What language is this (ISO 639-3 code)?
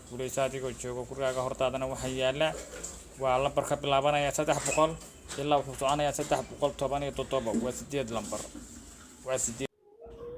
som